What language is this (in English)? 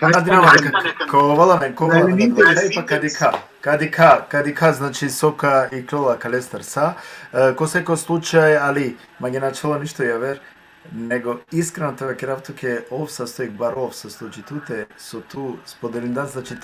Balkan Romani